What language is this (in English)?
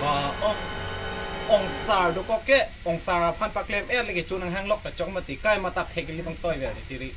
Karbi